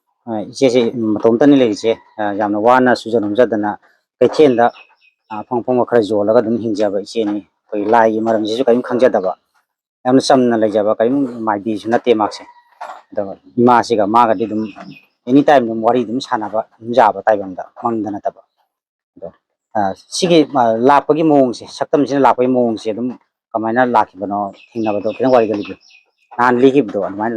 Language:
Manipuri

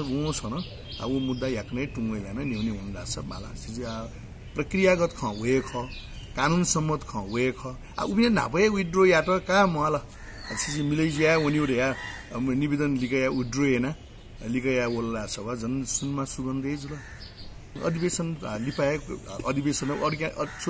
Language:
Newari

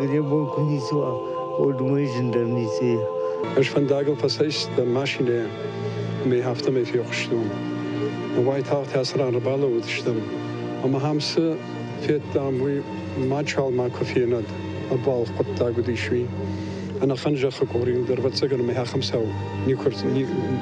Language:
Ossetic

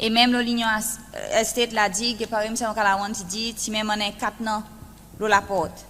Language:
Seselwa Creole French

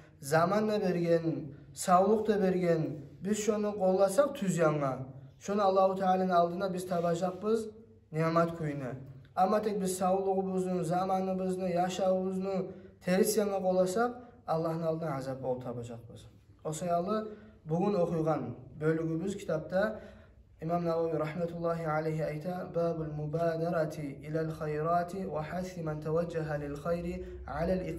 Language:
Kumyk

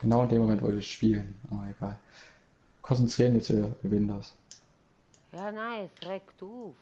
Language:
Swiss German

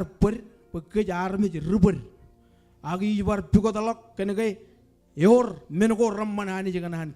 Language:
Marshallese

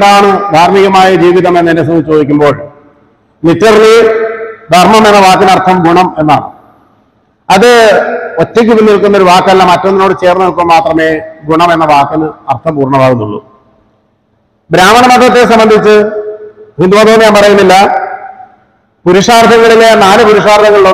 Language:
Malayalam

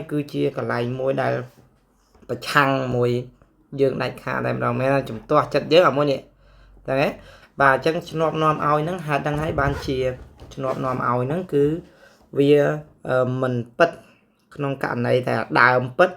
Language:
Khmer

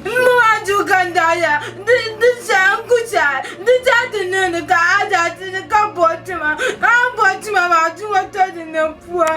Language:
Dagbani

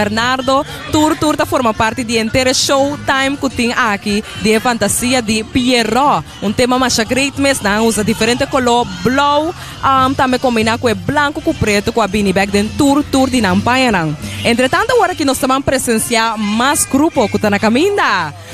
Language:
Papiamento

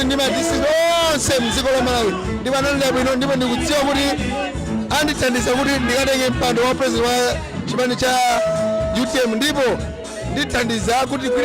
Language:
Nyanja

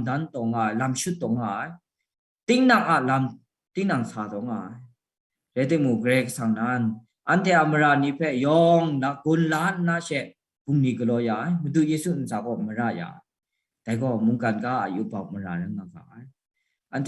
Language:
Kachin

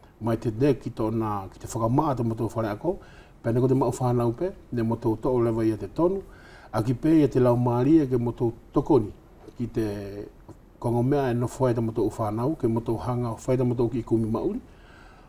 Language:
Wallisian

